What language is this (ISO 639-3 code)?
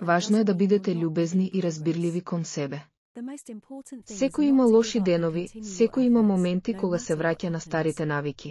mkd